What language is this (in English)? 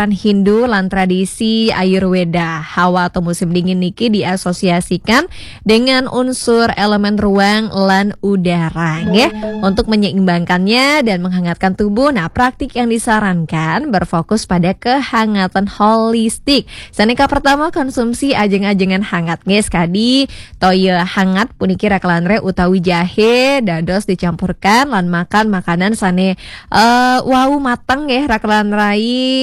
Balinese